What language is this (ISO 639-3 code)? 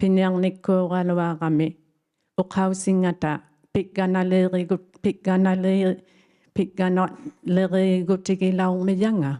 iku